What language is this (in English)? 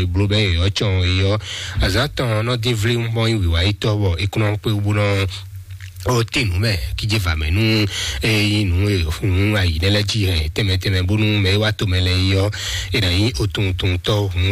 Fon